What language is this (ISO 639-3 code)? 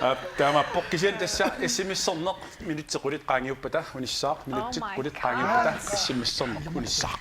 kal